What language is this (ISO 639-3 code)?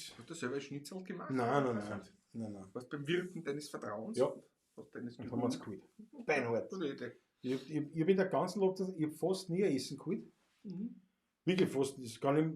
bar